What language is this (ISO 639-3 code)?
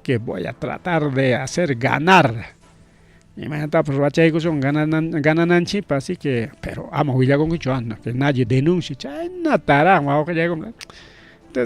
quy